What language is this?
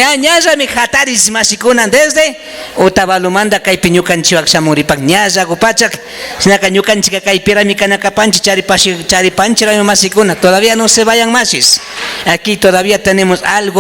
Imbabura Highland Quichua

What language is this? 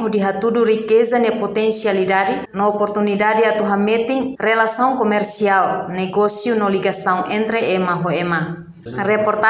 Tetum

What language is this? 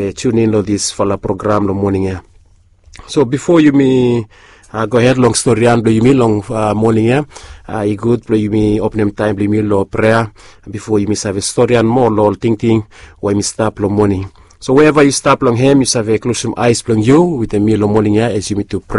Bislama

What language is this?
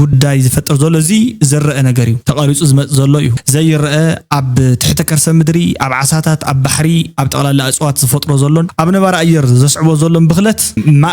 Tigrinya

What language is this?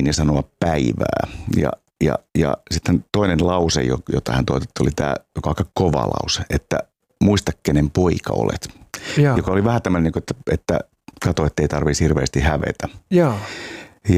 Finnish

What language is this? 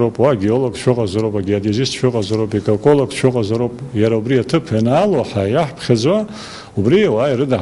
Abkhazian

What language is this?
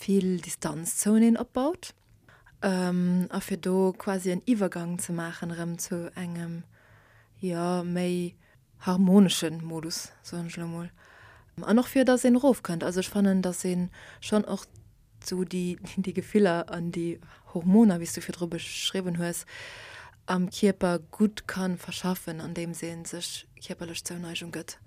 Luxembourgish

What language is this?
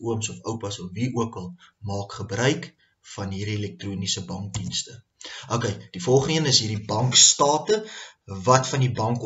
Afrikaans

